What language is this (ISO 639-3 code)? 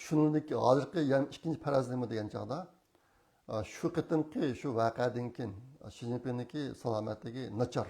uig